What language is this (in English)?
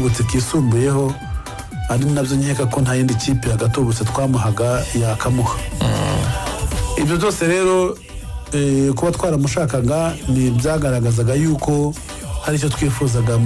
Kinyarwanda